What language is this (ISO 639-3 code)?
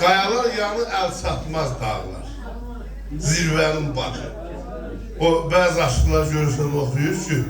azb